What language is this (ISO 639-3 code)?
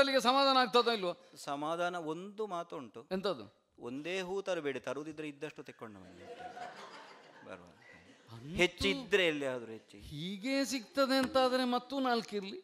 kan